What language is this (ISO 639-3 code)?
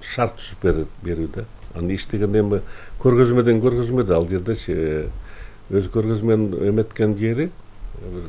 kir